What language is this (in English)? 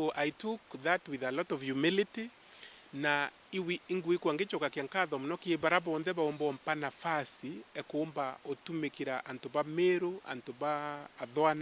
Meru